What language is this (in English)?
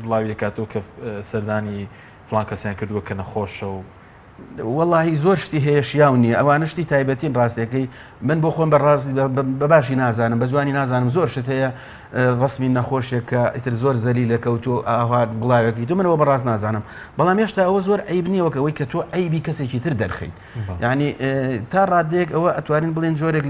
Central Kurdish